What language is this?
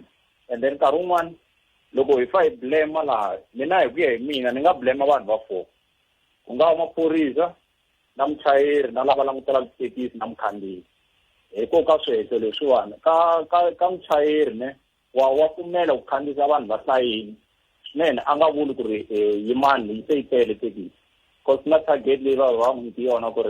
Tsonga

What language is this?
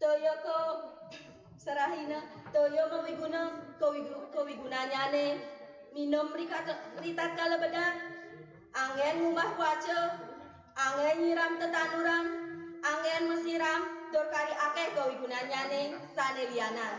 Balinese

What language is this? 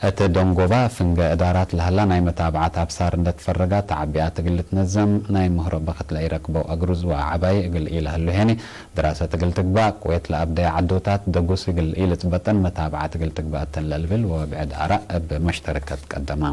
Tigre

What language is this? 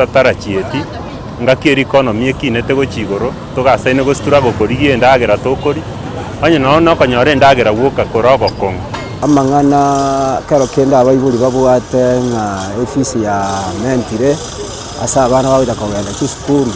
Gusii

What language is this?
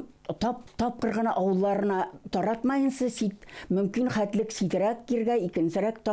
Bashkir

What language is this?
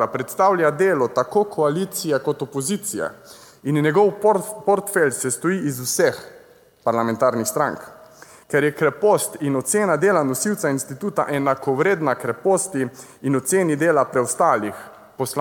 Slovenian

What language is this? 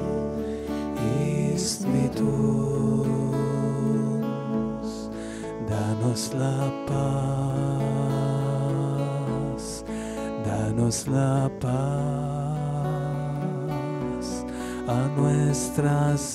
Croatian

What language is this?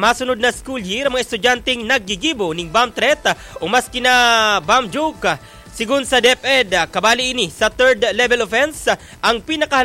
Bikol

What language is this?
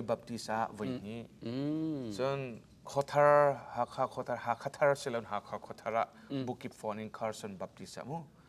Hakha Chin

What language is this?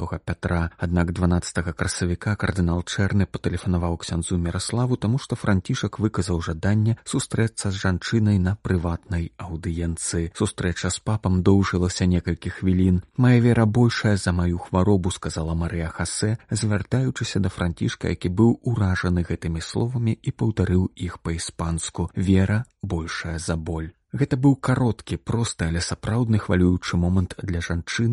Belarusian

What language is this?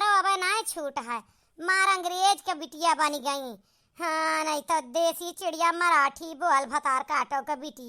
Awadhi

